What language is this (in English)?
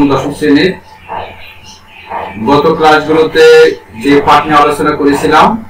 Bangla